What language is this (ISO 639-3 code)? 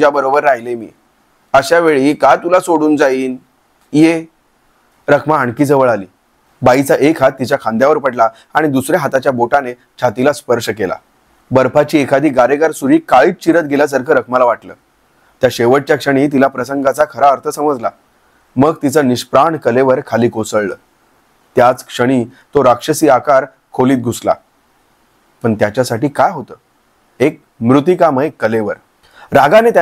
mar